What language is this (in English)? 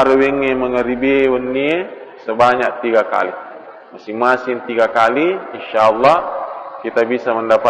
Buginese